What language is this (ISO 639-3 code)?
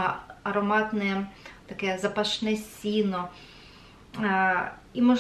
ukr